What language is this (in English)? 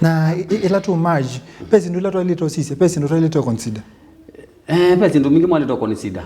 Kamba